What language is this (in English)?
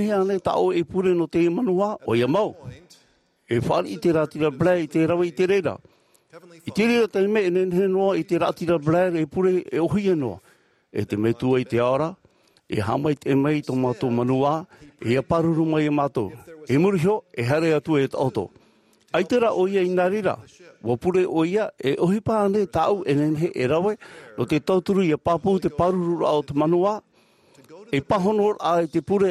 Tahitian